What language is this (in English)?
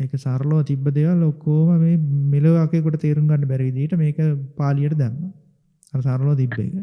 Sinhala